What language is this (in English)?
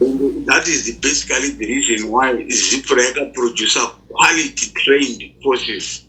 Shona